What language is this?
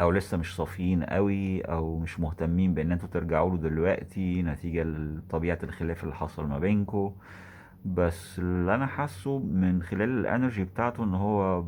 Egyptian Arabic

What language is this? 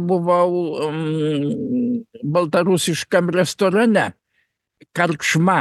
Lithuanian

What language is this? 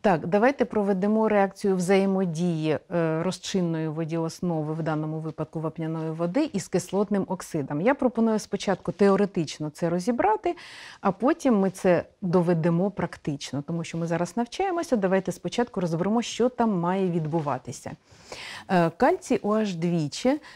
Ukrainian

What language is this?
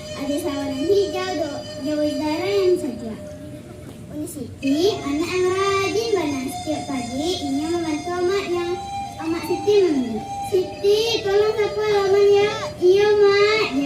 Minangkabau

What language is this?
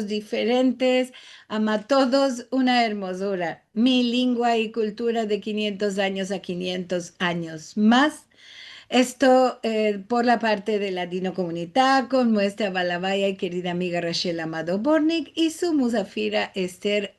Ladino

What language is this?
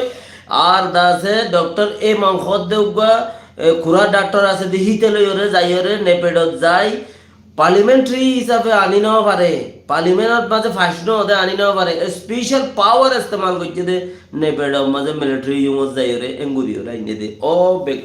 Rohingya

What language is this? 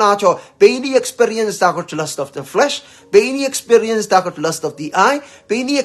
Pohnpeian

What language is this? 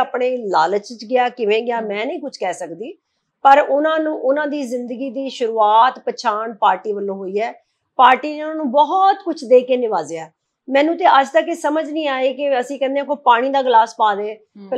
Punjabi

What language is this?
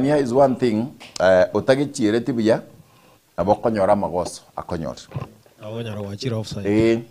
Gusii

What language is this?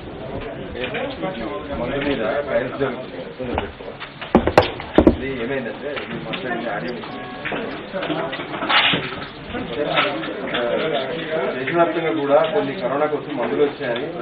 Telugu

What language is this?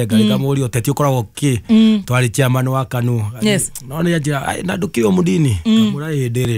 Kikuyu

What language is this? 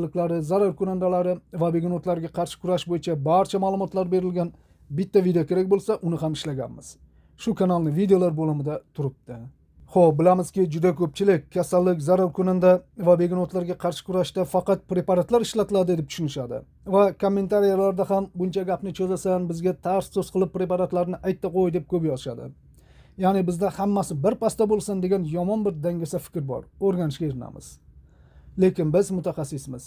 Uzbek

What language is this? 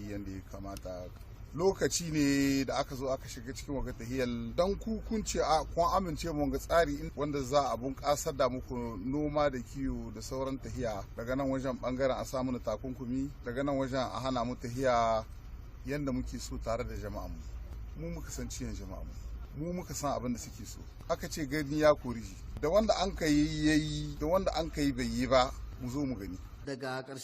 Hausa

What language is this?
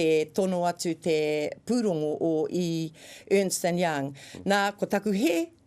Māori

